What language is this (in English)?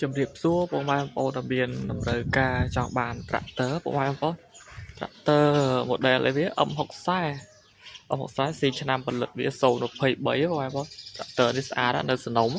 Khmer